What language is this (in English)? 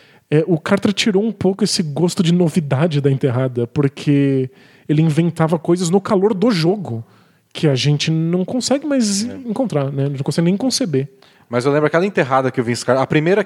Portuguese